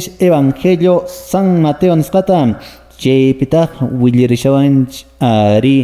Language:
Quechua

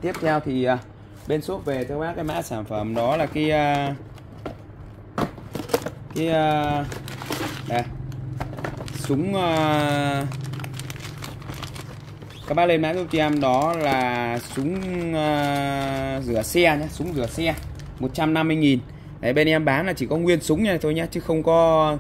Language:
Vietnamese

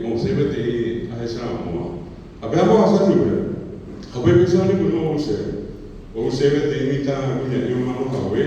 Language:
Guarani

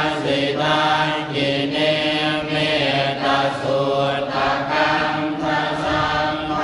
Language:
Pali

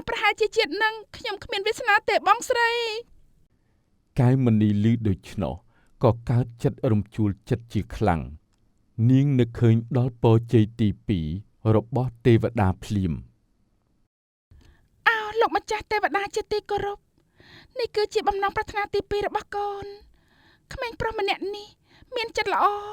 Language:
Khmer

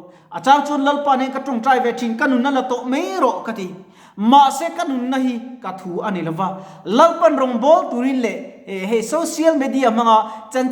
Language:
Mizo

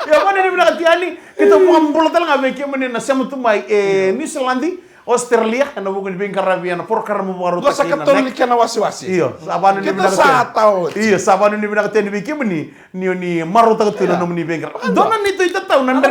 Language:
Fijian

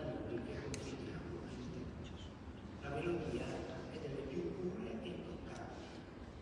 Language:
Italian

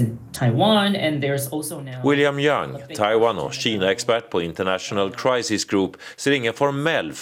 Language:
Swedish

